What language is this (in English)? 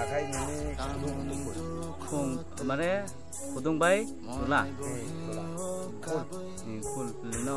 Kok Borok